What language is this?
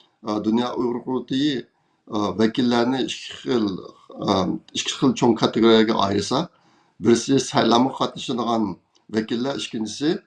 Uyghur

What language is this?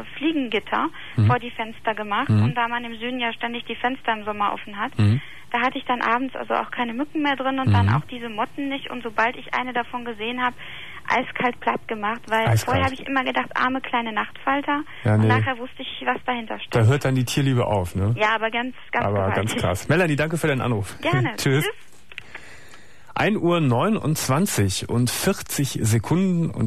German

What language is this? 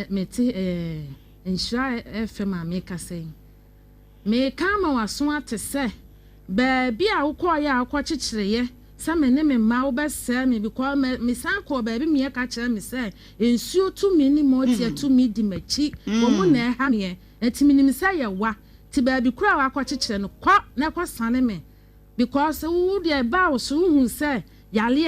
Akan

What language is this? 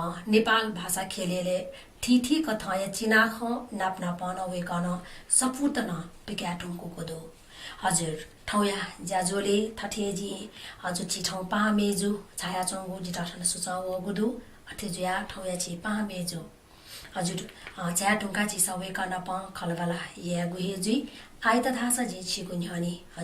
Newari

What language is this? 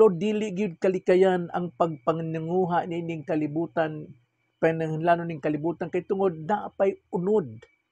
Cebuano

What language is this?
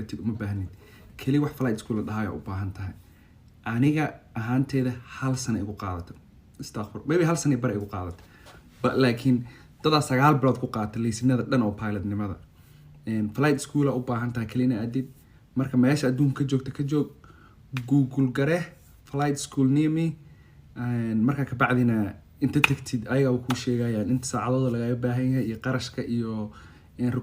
Somali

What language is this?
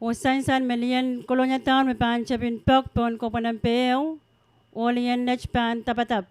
Pohnpeian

